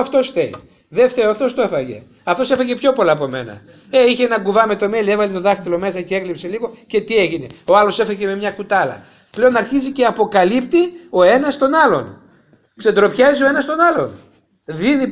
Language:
Greek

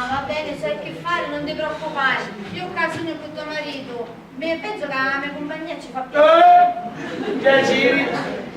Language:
Sicilian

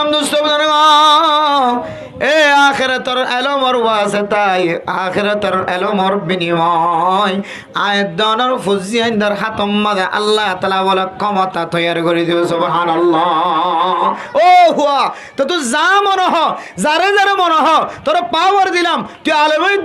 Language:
Rohingya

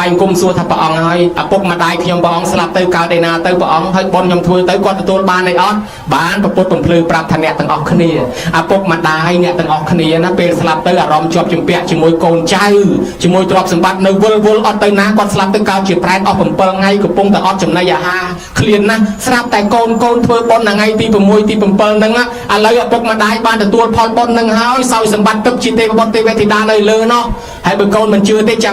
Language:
Khmer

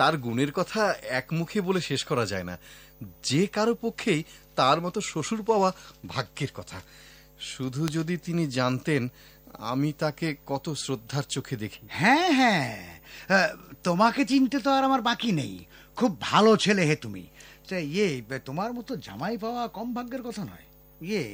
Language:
Bangla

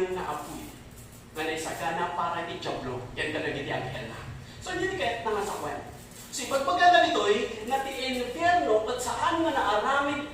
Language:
Iloko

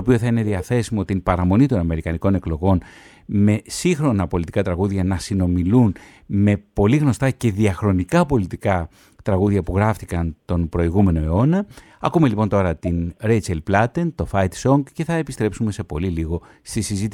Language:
Greek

